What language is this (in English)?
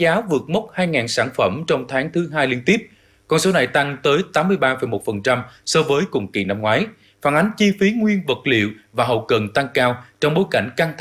Vietnamese